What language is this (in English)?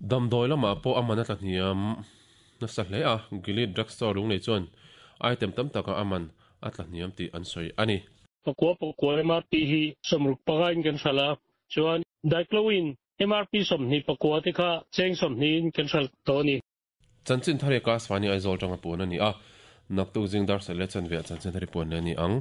Mizo